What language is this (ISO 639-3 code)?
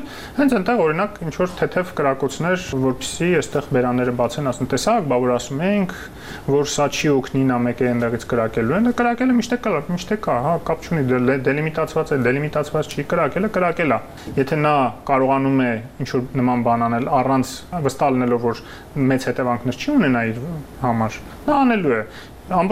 hye